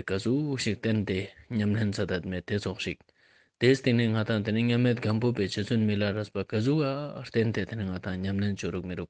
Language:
Ladakhi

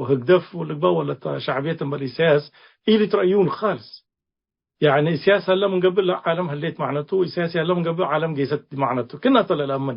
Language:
Tigre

